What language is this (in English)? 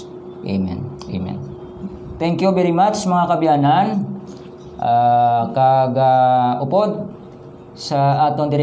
Hiligaynon